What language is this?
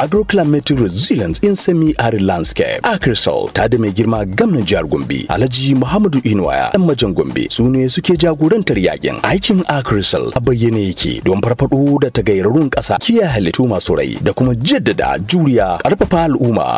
Hausa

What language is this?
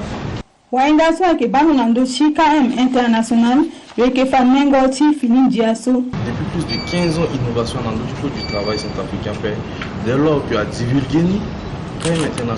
Sango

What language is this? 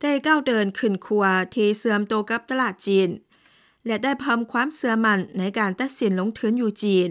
Lao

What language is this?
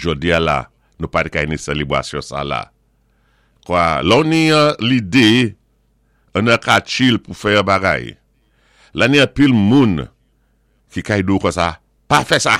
Saint Lucian Creole French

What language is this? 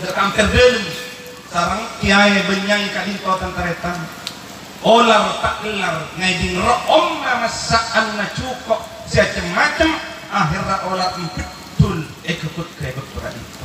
Madurese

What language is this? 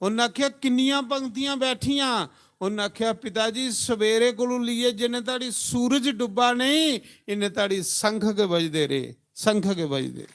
Dogri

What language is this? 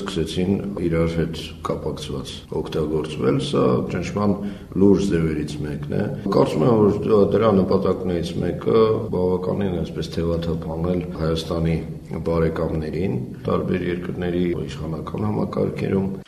Armenian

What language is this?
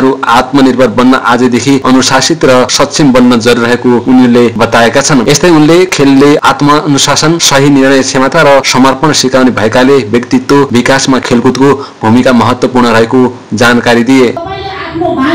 Nepali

